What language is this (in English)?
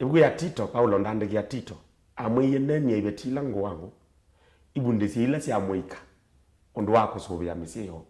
Kamba